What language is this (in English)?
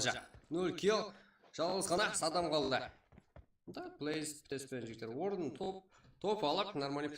Kara-Kalpak